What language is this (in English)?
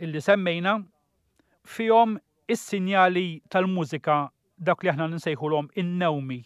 Maltese